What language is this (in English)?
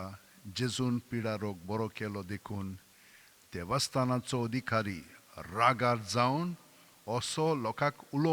Konkani